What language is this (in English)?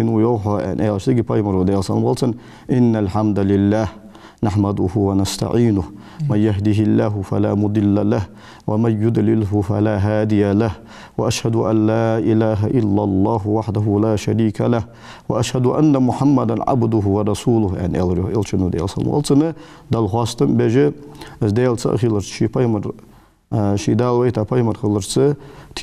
Ingush